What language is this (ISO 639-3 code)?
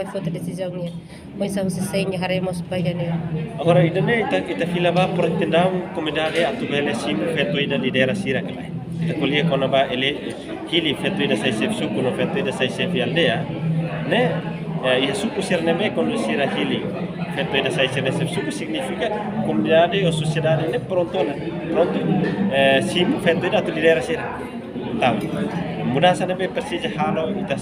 tet